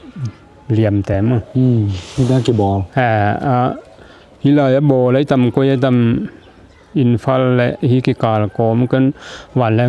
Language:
Tedim Chin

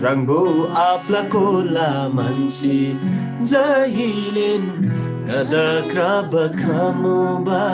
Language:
Eastern Tamang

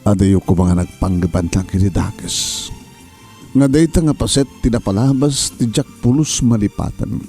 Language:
Iloko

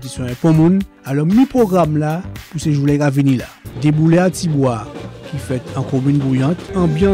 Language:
Guadeloupean Creole French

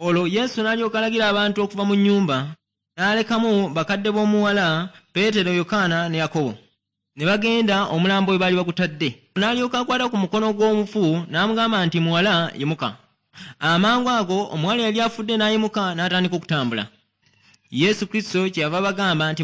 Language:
Ganda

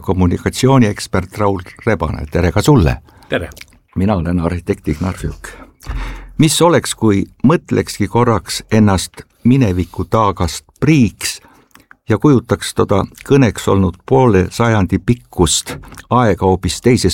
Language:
Estonian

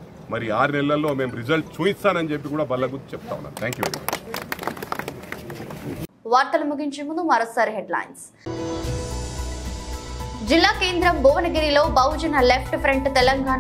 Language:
Telugu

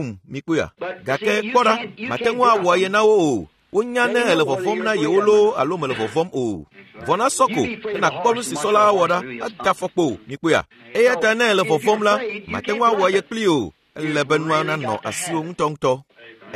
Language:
Ewe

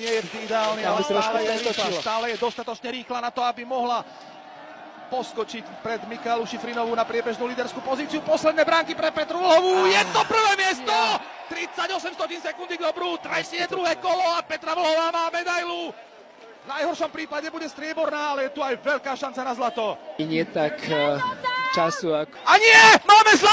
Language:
Slovak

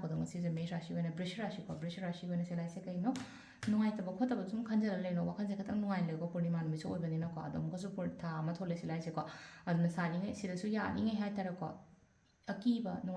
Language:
Manipuri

